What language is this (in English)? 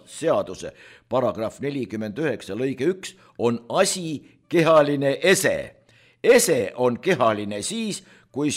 Estonian